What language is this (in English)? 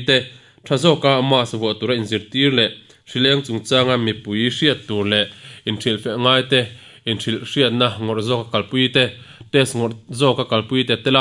Mizo